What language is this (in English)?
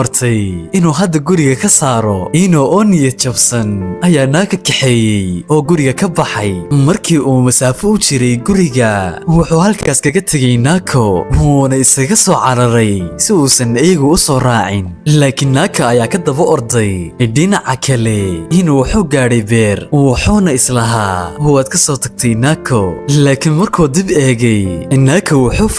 Somali